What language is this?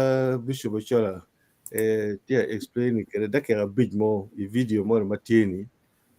Acoli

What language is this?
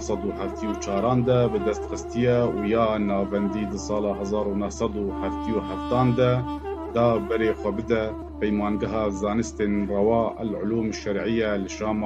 Kurdish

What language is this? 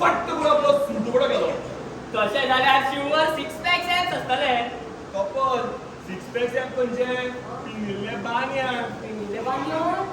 Konkani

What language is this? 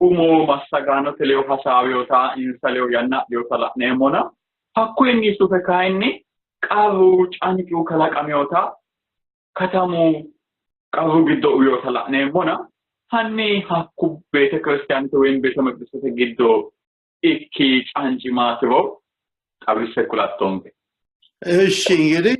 Sidamo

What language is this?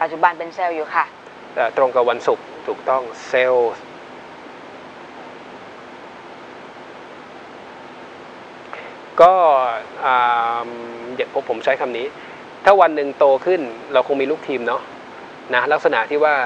Thai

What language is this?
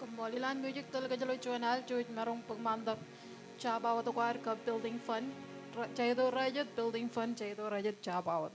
Marshallese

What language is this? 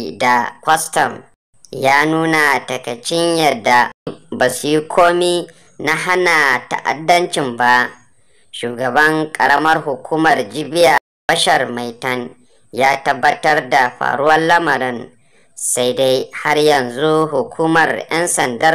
Hausa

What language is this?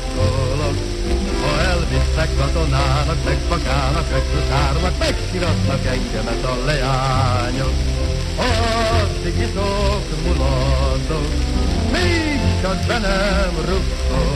Hungarian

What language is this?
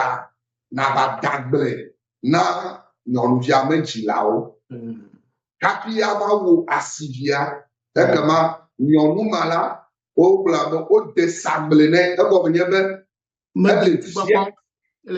Ewe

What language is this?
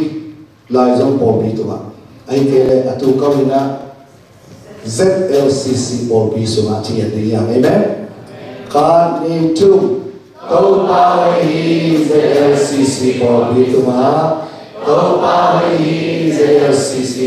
Tedim Chin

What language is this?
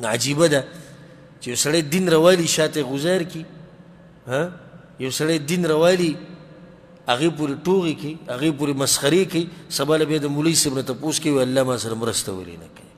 Pashto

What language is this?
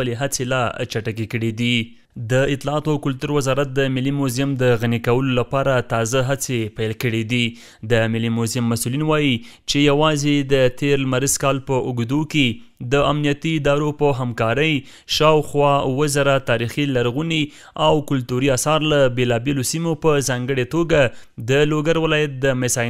Pashto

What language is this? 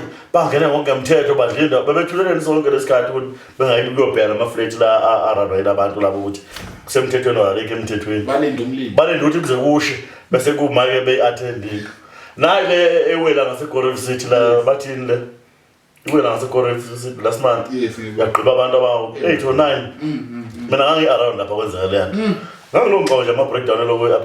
Zulu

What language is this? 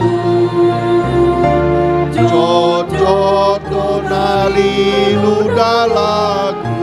Batak Toba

